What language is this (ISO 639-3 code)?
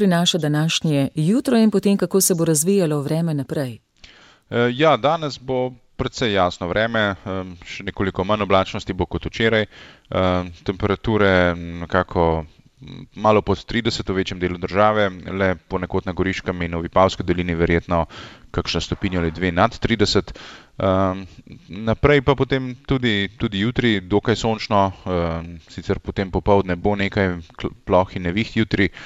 slv